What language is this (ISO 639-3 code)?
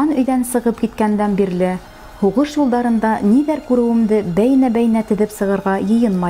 bak